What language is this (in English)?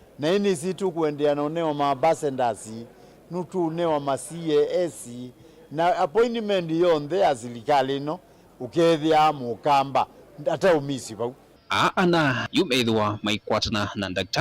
Kamba